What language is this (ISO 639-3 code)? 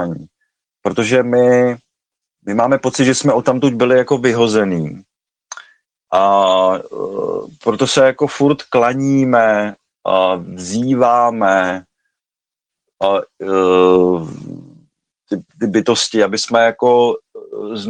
ces